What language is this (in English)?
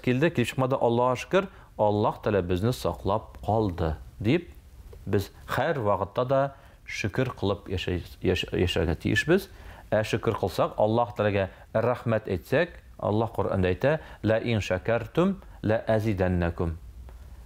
Tatar